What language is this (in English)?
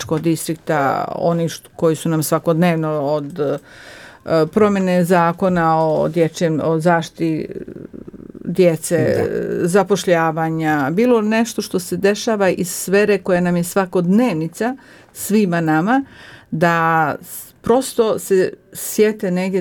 Croatian